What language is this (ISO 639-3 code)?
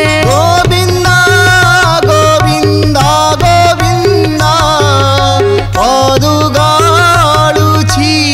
ori